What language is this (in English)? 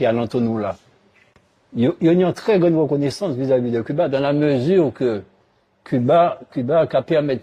Guadeloupean Creole French